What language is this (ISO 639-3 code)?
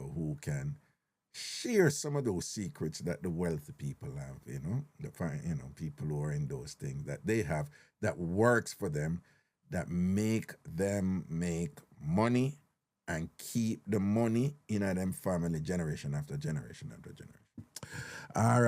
jam